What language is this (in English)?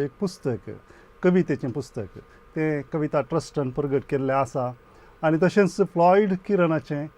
Konkani